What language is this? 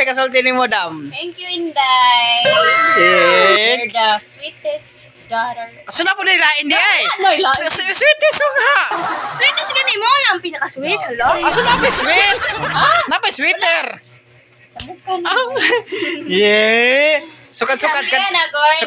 Cebuano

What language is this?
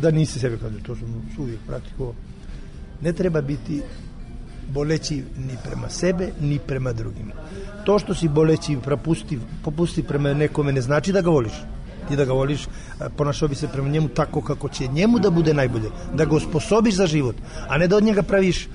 Serbian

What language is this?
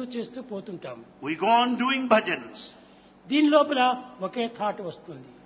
Telugu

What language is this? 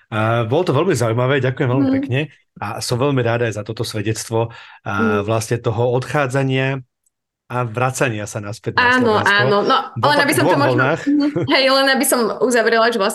Slovak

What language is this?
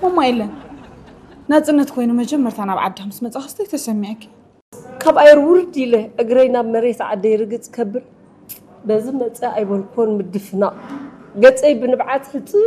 Tigrinya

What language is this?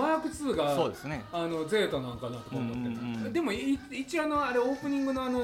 Japanese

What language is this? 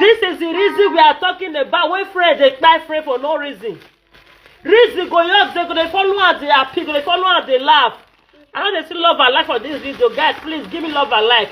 Nigerian Pidgin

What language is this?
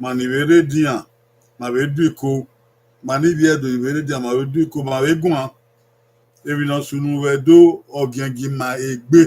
Bini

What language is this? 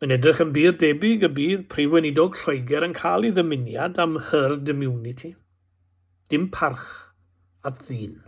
Welsh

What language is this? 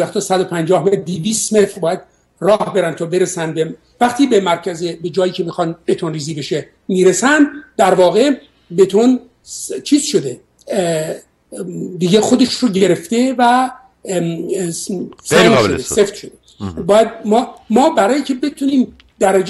Persian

